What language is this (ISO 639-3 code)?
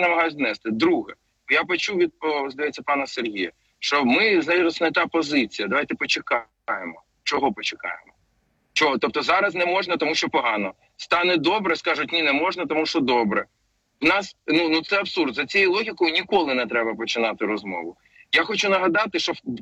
ukr